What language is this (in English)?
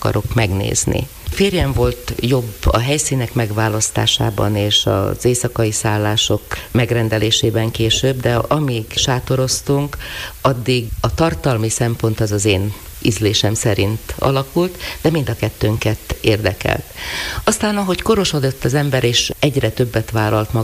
Hungarian